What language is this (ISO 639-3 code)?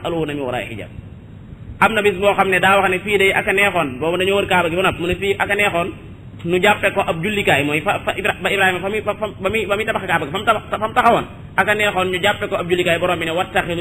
wol